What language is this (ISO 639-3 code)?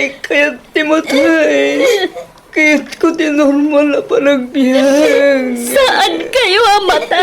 ilo